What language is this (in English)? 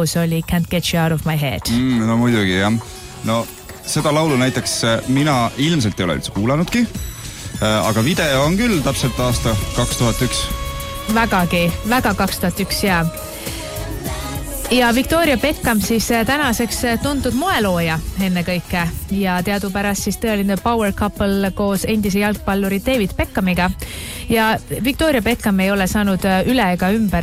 Estonian